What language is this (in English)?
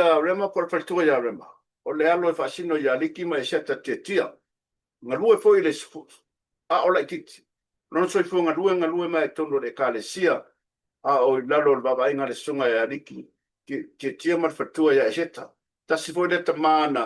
Samoan